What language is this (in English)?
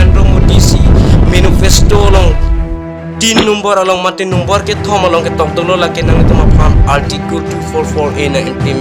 Karbi